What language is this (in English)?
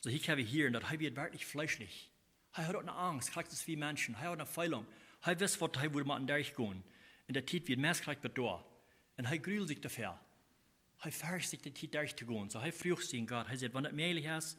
Plautdietsch